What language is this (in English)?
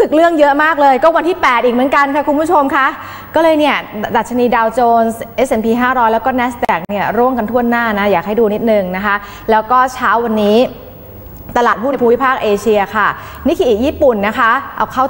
Thai